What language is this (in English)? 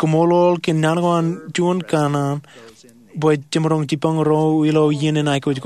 Marshallese